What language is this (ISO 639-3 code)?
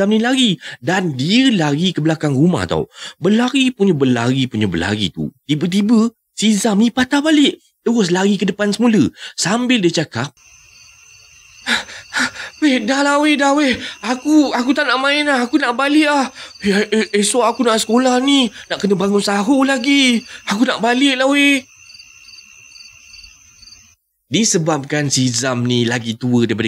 msa